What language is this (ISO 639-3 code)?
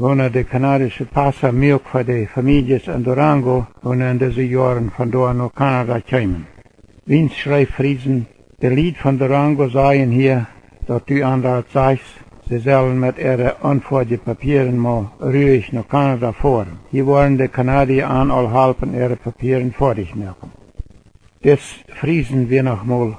pdt